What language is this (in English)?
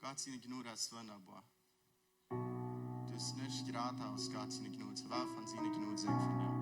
Plautdietsch